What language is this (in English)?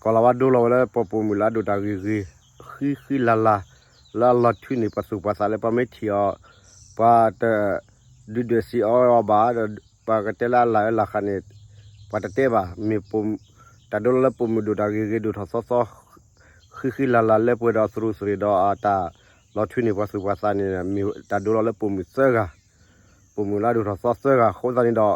S'gaw Karen